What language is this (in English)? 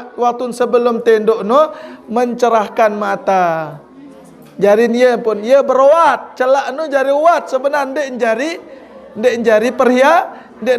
Sasak